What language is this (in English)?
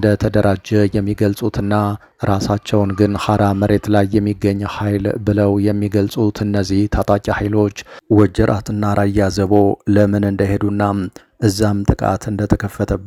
Amharic